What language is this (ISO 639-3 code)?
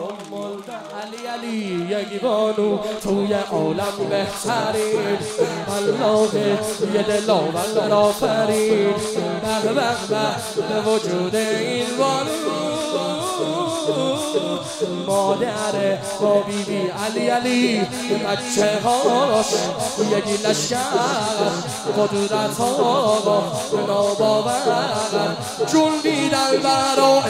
fas